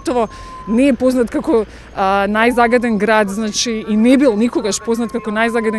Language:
Macedonian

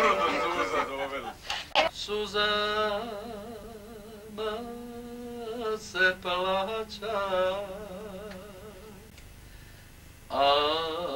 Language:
Croatian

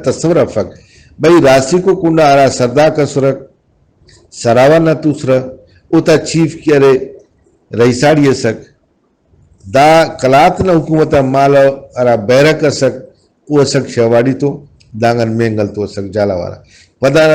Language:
Brahui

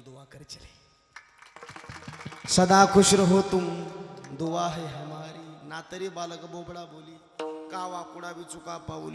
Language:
Marathi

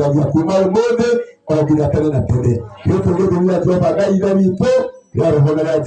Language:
Kikuyu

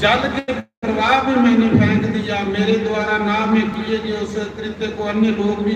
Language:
Dogri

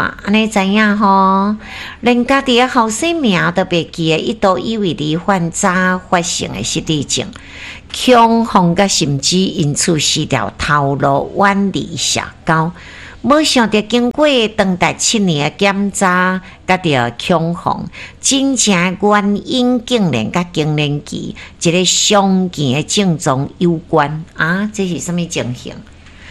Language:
Min Nan Chinese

